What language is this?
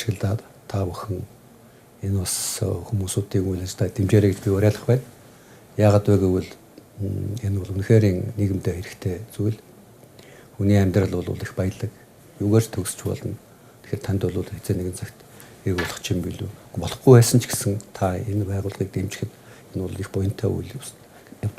Mongolian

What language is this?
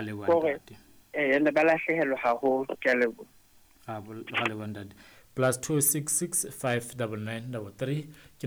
Southern Sotho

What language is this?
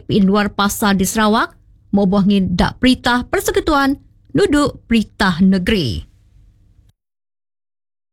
Malay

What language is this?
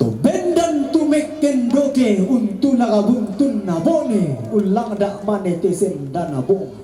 Toraja-Sa'dan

